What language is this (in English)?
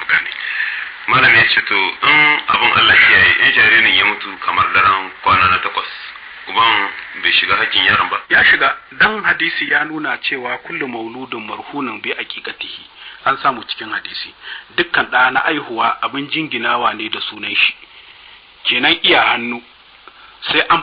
Hausa